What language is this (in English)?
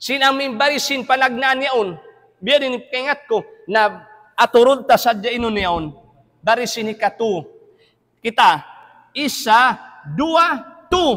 Tausug